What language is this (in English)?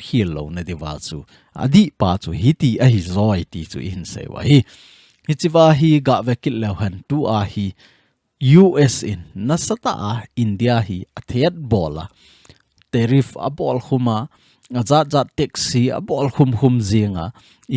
Thado Chin